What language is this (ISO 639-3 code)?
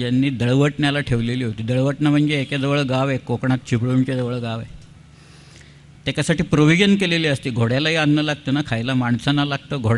mar